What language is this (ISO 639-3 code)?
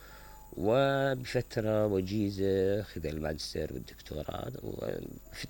acm